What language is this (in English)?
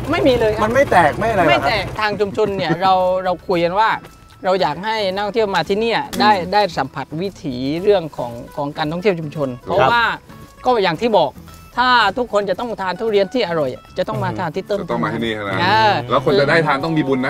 Thai